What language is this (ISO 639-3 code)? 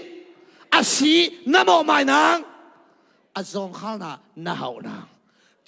ctd